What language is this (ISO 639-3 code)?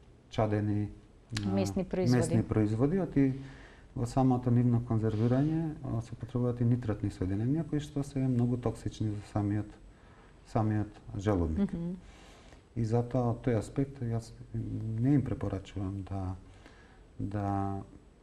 mkd